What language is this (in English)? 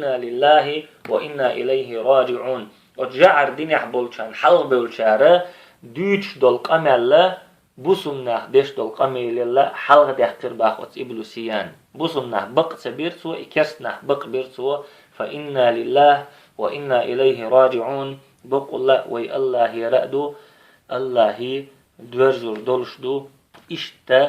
Chechen